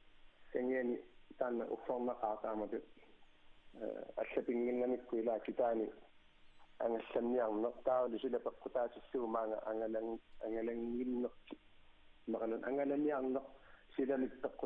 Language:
Kalaallisut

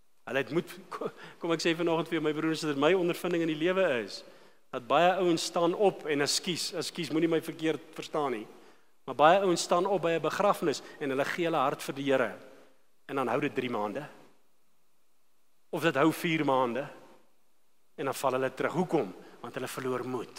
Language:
Afrikaans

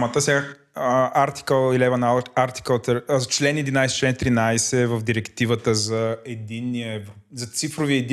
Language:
Bulgarian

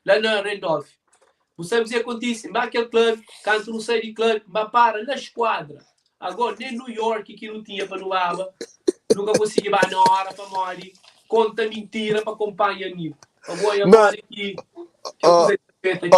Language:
Kabuverdianu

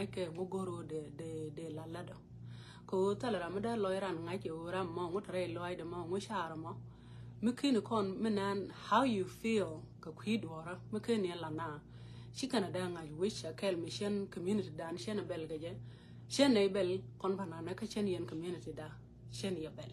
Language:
Nuer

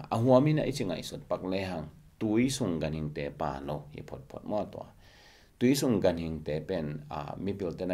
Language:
Tedim Chin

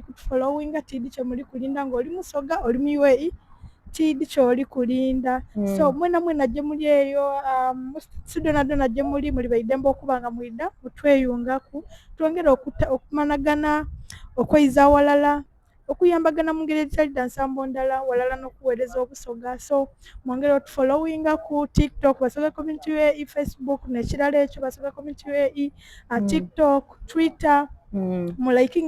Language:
Soga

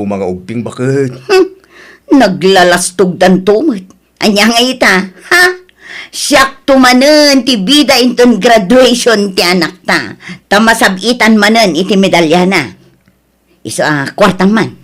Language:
Iloko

